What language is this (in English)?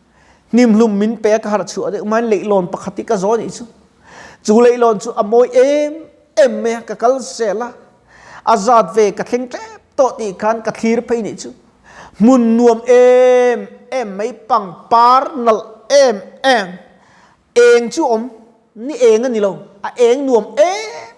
Mizo